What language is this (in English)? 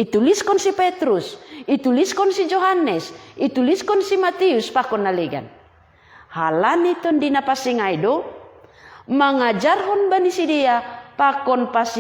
Batak Simalungun